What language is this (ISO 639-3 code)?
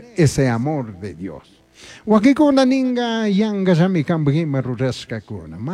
qug